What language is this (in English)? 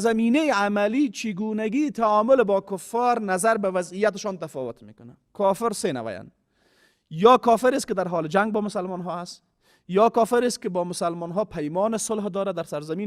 Persian